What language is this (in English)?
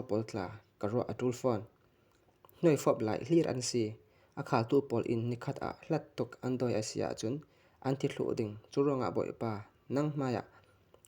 Falam Chin